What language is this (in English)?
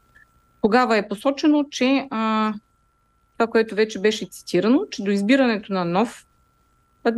Bulgarian